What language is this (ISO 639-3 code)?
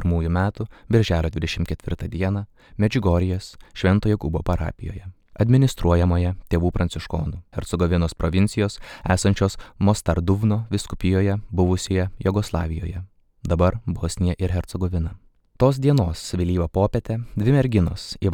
lit